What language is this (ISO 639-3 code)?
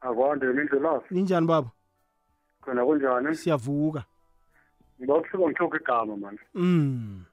nbl